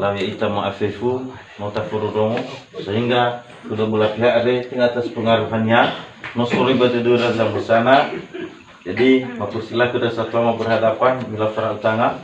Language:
Nias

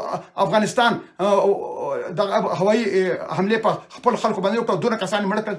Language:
Pashto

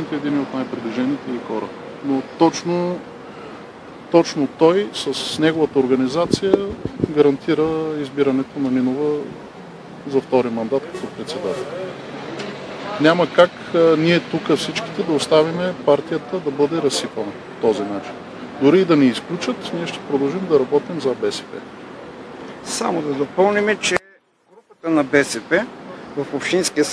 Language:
Bulgarian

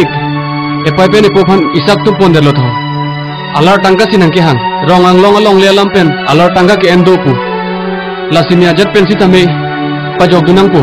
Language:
Karbi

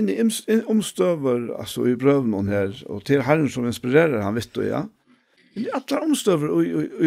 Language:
Faroese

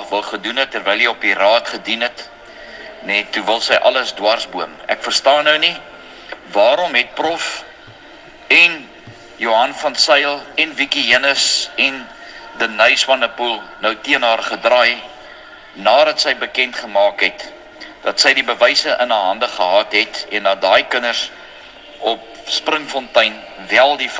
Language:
Afrikaans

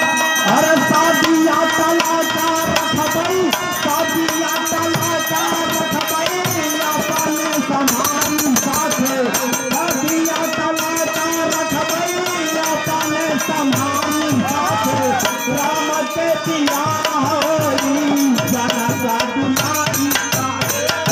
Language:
Bhojpuri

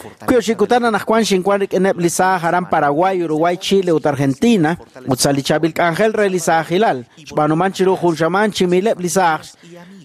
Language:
Kekchí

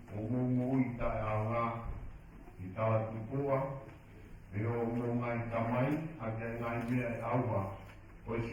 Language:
Tongan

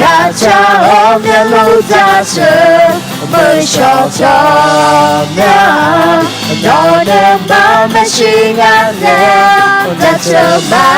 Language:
Akha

